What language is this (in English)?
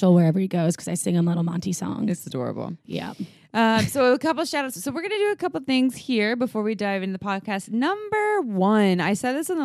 English